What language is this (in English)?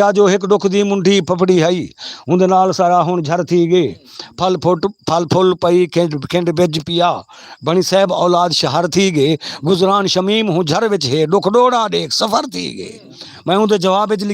Saraiki